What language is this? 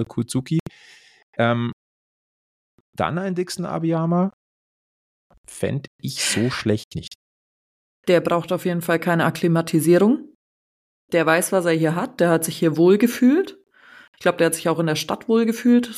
German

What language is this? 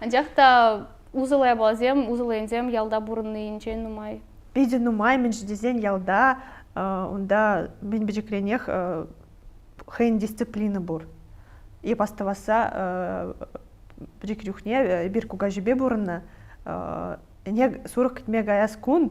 Chuvash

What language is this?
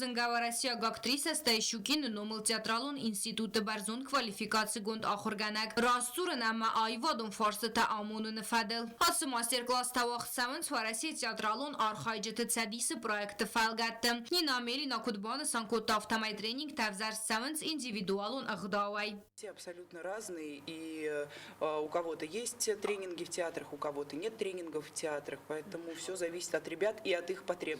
Ossetic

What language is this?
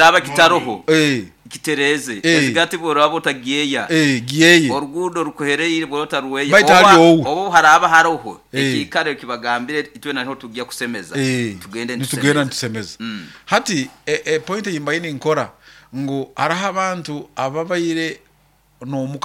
Nyoro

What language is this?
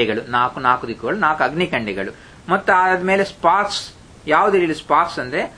Kannada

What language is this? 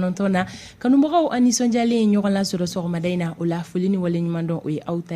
Bambara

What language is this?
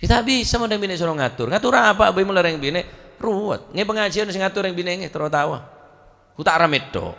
Madurese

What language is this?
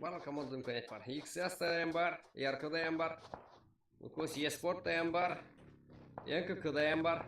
Kara-Kalpak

